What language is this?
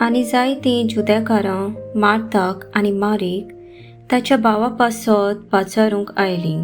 Konkani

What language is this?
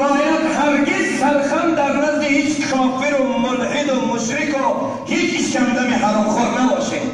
Tajik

